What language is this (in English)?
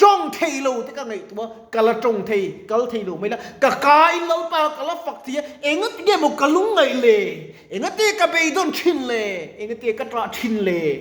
Mizo